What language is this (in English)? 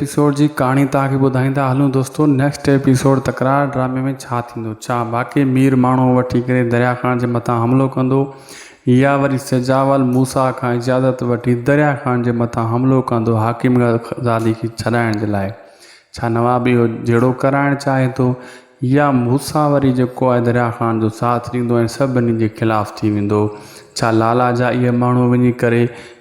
Sindhi